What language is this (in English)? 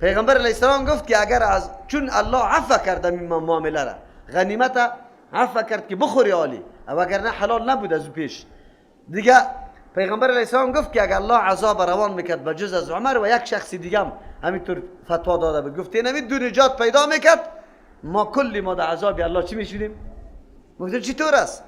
Persian